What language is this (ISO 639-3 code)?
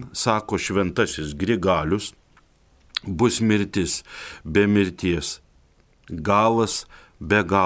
lit